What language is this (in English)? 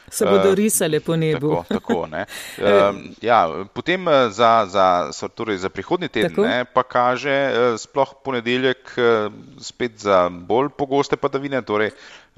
Slovenian